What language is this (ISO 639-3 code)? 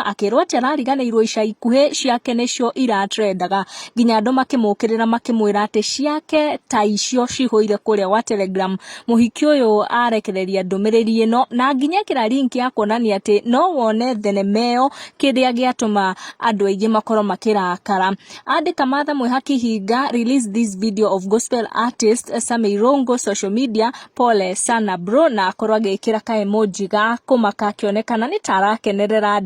kik